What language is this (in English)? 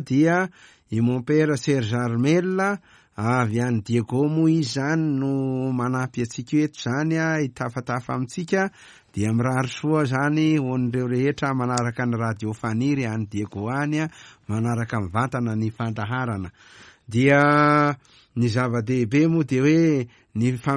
Malagasy